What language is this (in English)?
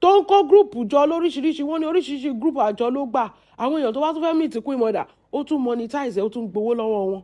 Yoruba